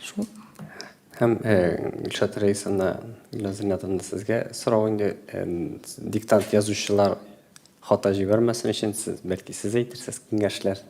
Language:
Tatar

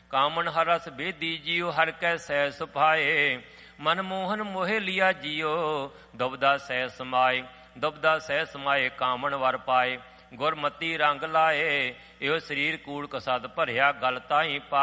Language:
Punjabi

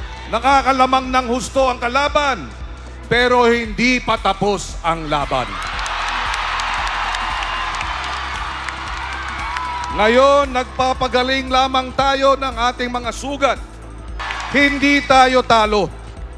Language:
Filipino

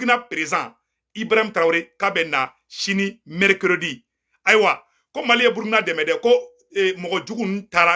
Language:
Bambara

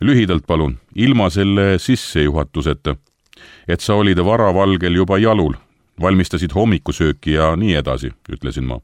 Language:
Estonian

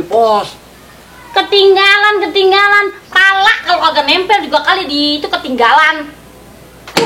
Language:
Betawi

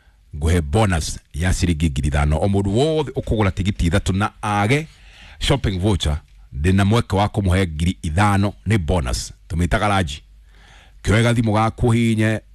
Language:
Kikuyu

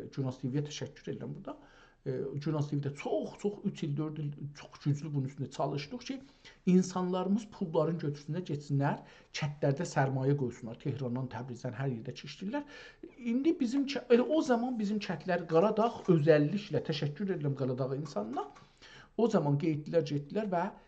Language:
South Azerbaijani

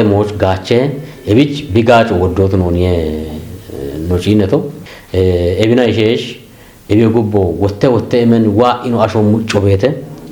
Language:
Kafa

